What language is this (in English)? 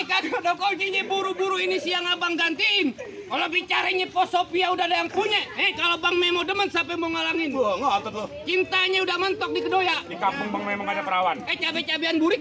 Betawi